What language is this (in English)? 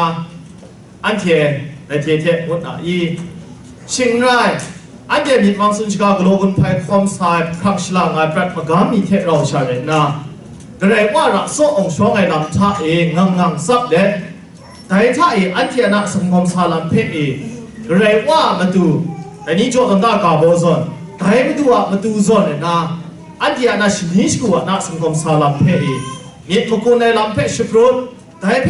Kachin